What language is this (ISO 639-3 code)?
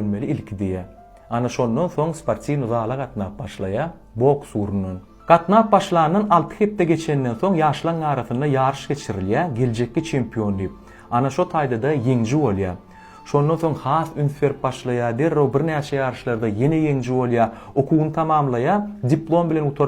tuk